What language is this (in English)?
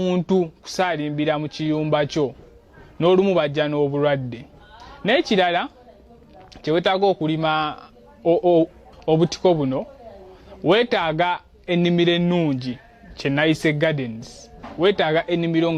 Ganda